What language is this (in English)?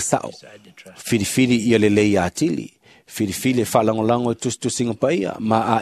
Samoan